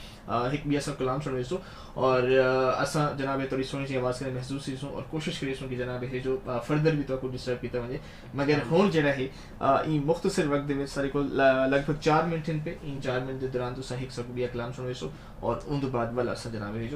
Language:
Saraiki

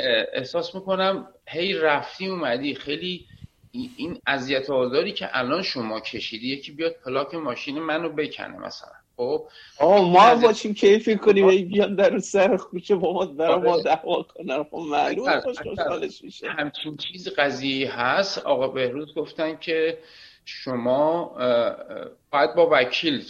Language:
Persian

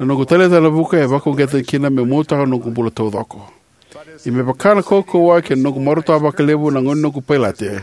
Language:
Fijian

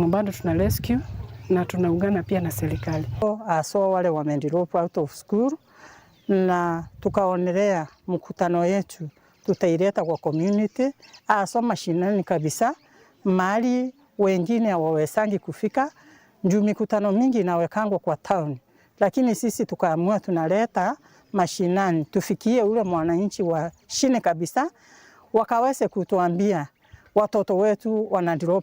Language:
Meru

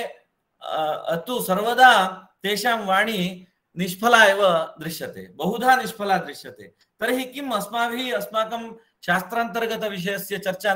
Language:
Sanskrit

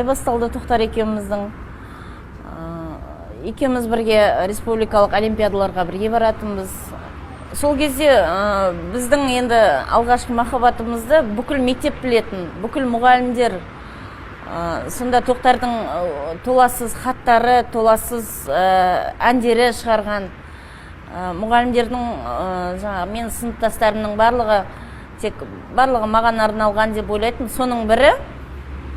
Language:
Kazakh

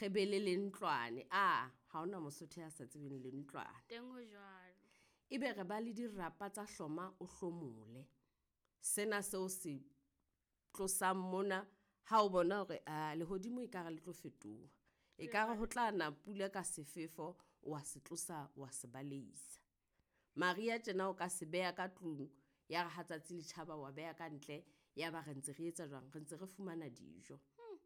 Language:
Southern Sotho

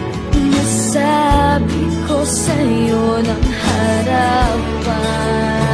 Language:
Filipino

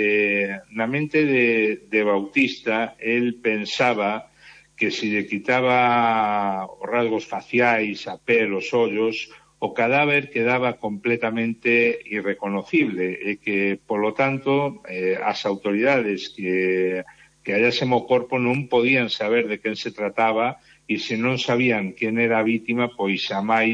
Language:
Galician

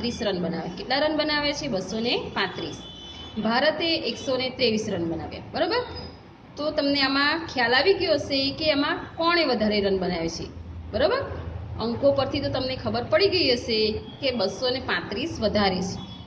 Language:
Gujarati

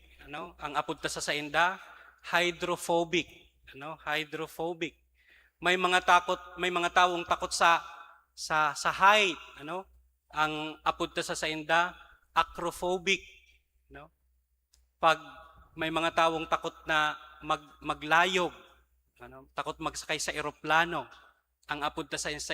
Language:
Bikol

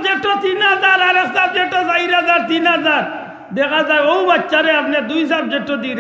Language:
Sylheti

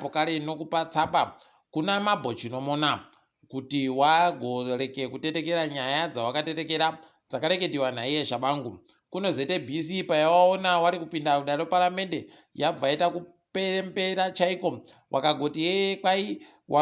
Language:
Ndau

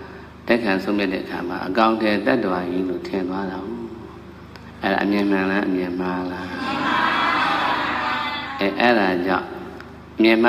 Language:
Burmese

